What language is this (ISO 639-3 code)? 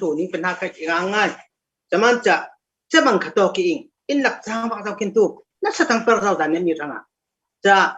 cfm